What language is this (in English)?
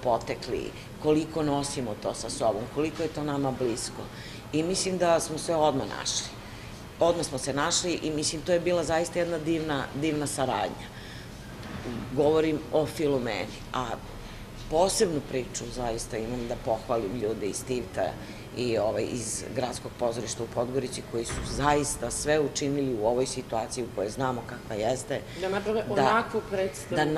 Serbian